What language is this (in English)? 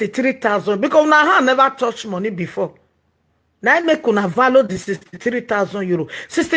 Nigerian Pidgin